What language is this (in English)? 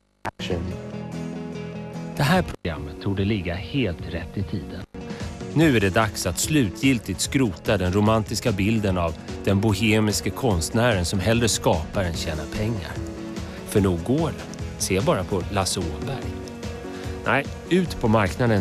Swedish